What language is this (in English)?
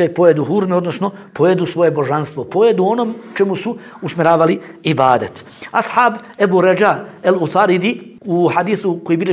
Bosnian